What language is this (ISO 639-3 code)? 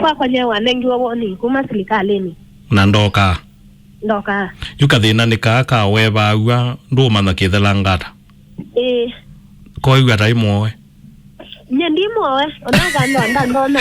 kam